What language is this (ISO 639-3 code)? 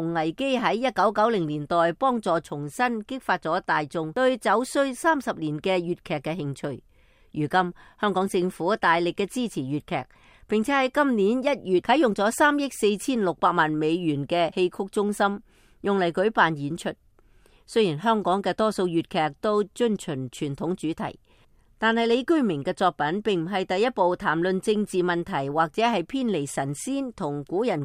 yue